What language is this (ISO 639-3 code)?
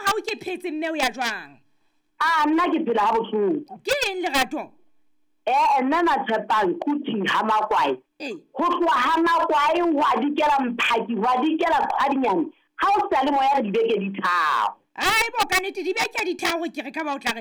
sot